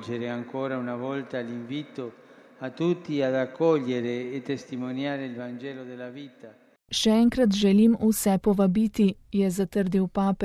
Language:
Slovenian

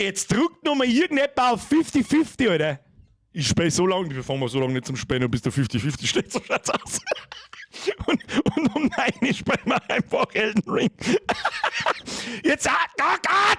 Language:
Bavarian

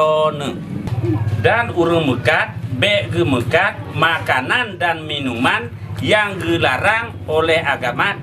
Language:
Achinese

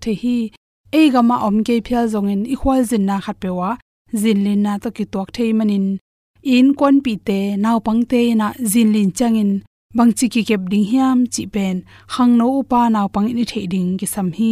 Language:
Tedim Chin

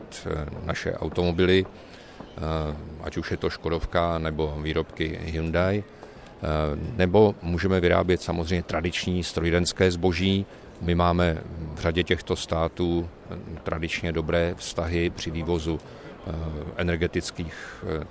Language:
Czech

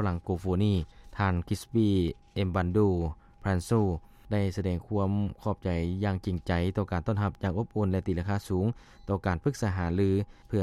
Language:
Lao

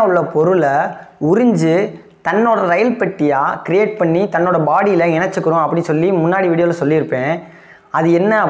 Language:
Tamil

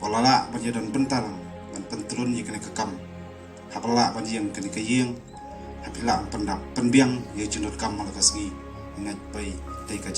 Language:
Khasi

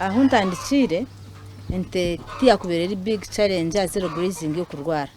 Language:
Nyankole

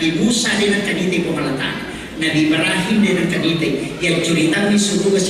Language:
Buginese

